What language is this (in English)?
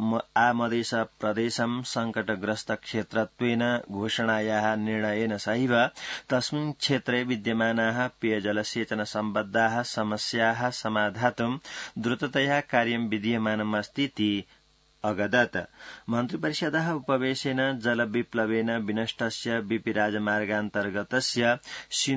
Sanskrit